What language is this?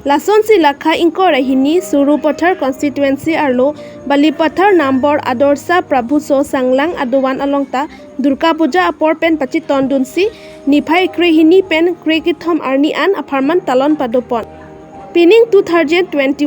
Karbi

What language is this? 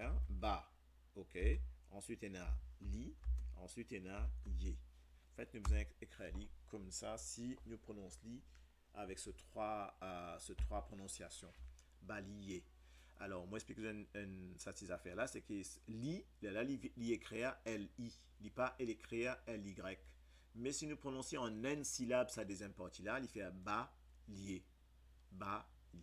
Morisyen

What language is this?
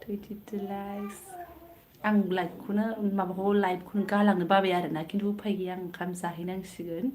Bodo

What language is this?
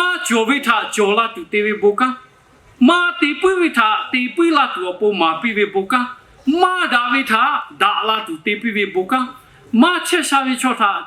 Lahu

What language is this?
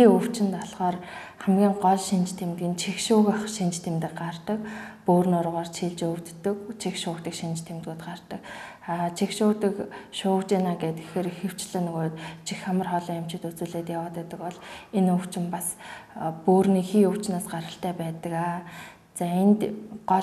Mongolian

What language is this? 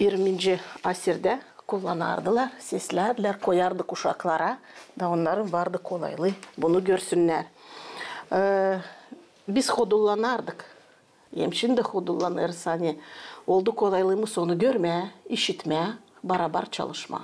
Gagauz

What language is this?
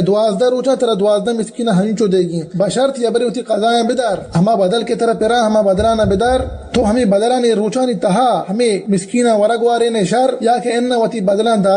Baluchi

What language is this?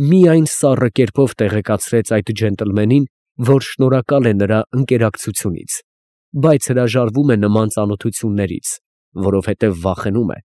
Armenian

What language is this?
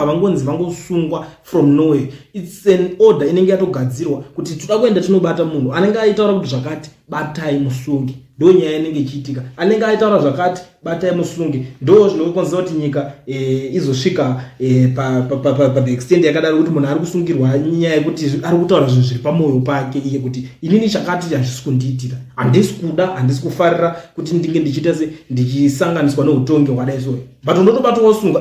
Shona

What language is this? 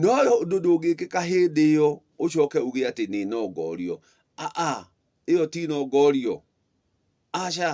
Kikuyu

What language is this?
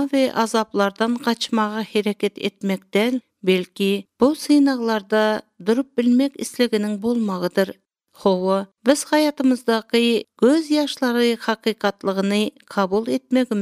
Turkmen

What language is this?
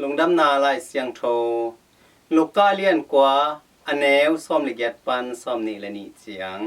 Tedim Chin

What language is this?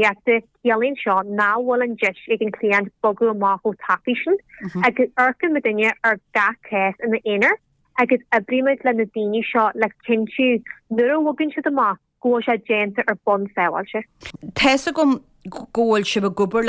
Irish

